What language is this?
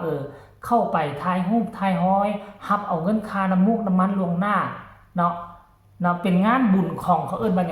Northeastern Thai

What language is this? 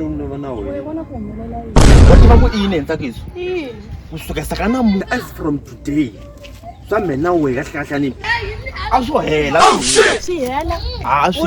Tsonga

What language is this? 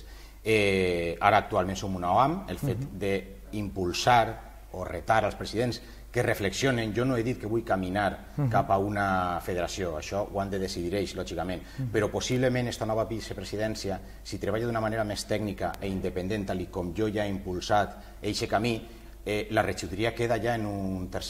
Catalan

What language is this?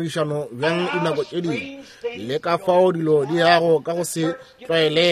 Northern Sotho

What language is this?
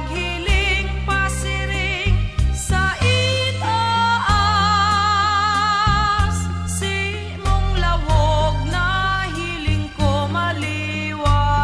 Bikol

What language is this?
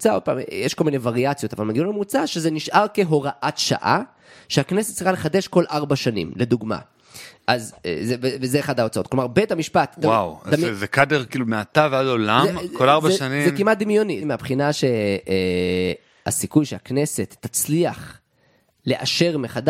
Hebrew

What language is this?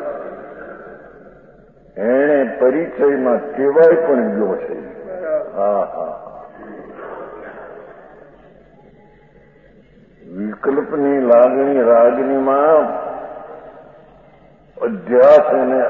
Gujarati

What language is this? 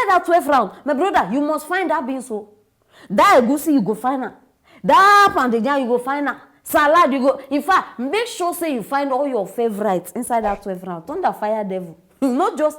Nigerian Pidgin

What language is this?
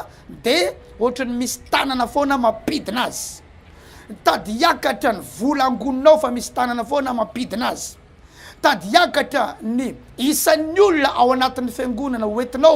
Malagasy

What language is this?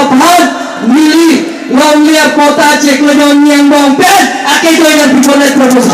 Karbi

